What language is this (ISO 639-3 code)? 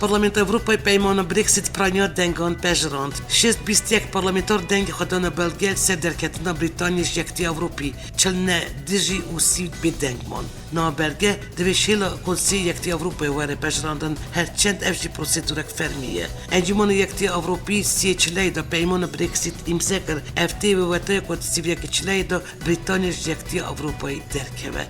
kur